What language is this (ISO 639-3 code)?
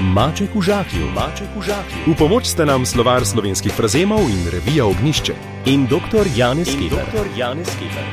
slv